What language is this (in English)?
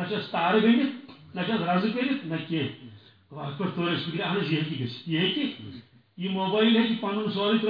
Kashmiri